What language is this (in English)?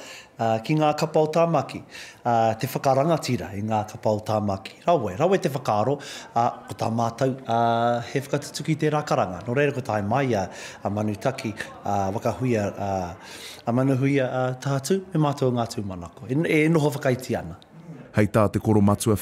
Māori